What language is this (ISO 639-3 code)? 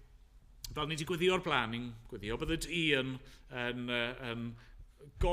cym